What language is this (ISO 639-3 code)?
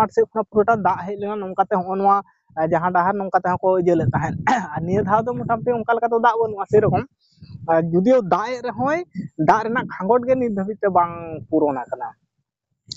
sat